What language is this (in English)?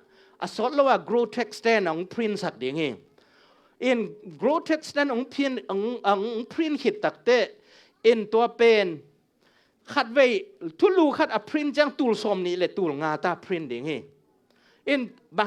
Tedim Chin